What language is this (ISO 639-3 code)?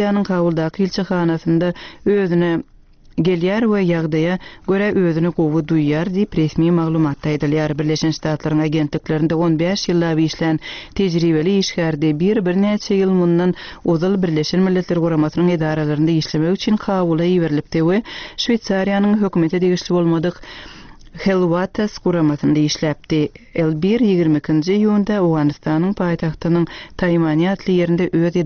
tuk